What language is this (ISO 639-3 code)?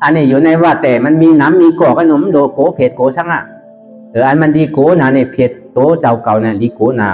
shn